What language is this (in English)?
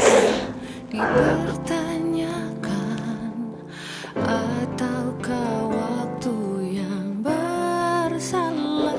Makassar Malay